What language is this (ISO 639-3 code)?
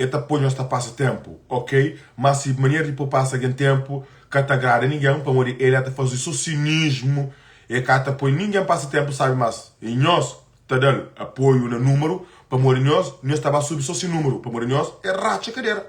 kea